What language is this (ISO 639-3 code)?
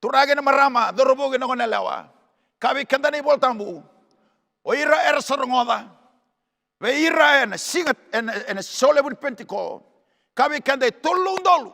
fij